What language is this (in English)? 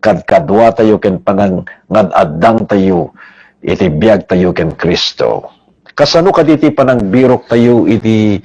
Iloko